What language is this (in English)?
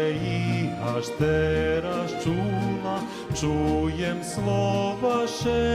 Rusyn